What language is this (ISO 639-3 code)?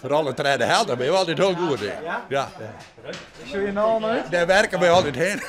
fry